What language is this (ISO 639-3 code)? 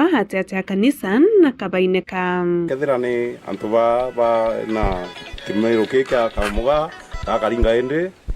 mer